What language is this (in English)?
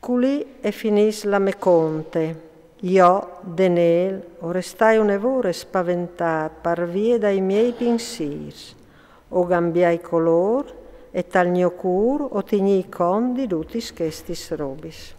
Friulian